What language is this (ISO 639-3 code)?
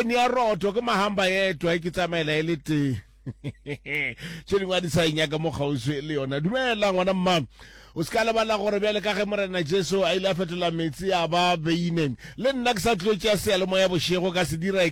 nso